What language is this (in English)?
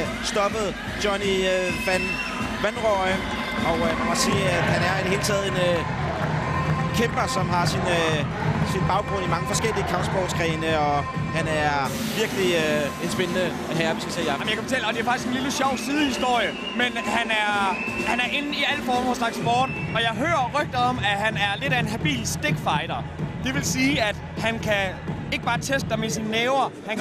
Danish